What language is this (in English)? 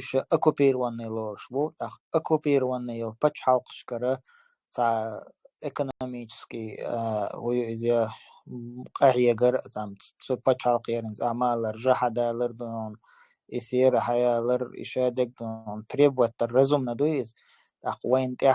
Chechen